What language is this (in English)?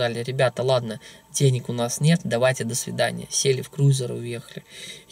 Russian